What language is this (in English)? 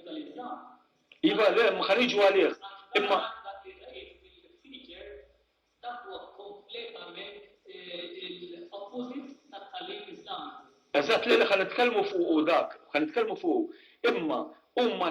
Maltese